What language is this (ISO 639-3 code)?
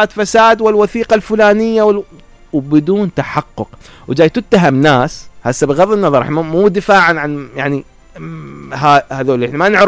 acm